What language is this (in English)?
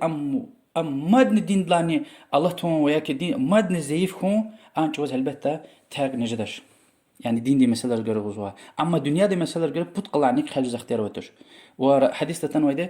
Lezghian